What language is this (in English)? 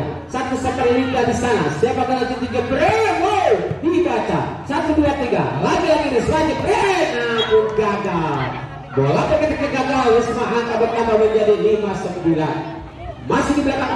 Indonesian